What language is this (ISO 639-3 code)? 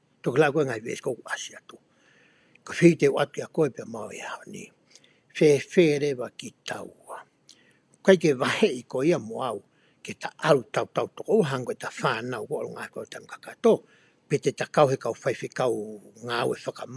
ton